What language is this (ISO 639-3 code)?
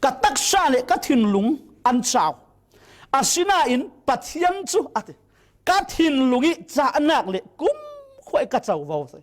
cfm